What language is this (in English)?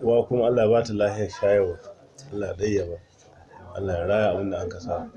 Hausa